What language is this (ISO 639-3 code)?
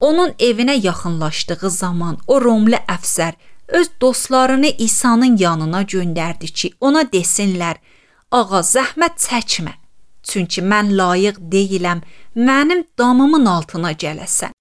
aze